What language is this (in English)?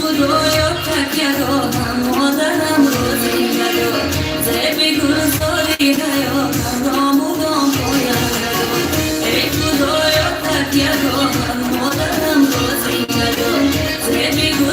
Tajik